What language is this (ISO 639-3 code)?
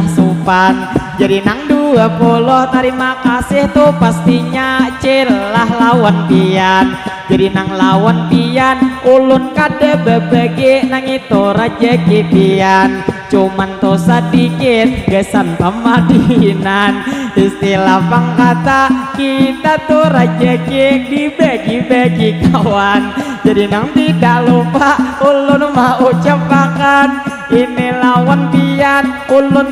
bjn